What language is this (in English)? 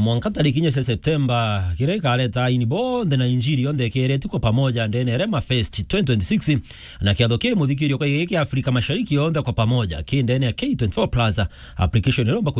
Meru